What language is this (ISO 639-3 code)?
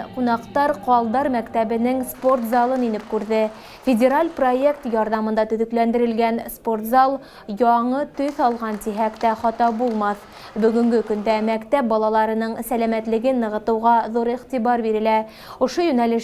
bak